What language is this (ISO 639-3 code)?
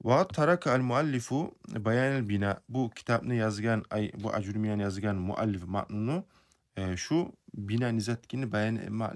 kum